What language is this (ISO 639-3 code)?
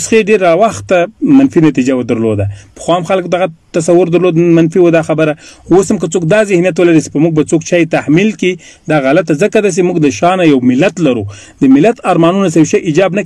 pus